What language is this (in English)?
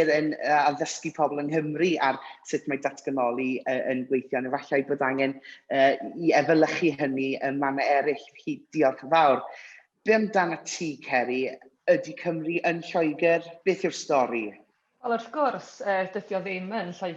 Welsh